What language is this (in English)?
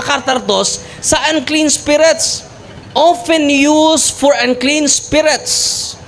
Cebuano